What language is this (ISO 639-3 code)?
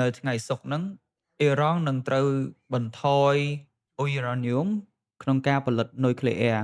khm